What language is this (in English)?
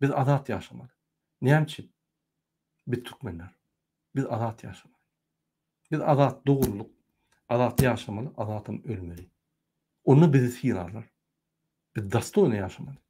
Turkmen